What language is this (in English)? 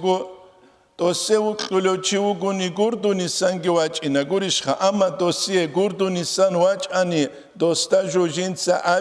Avaric